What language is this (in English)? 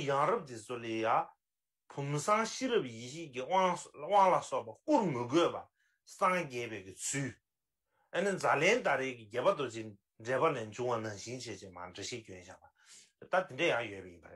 Tibetan